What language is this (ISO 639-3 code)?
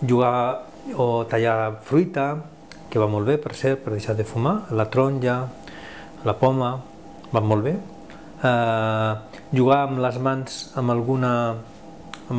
cat